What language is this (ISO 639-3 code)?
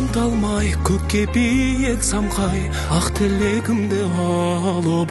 kaz